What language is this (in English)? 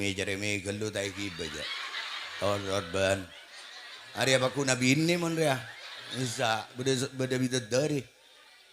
Madurese